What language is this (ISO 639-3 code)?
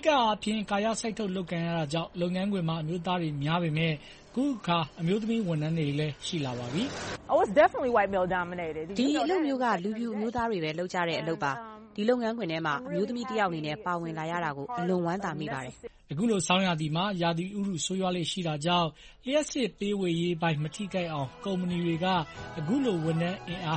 mya